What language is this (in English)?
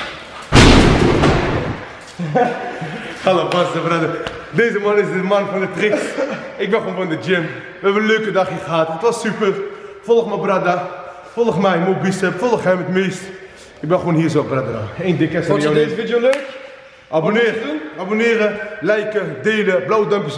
Dutch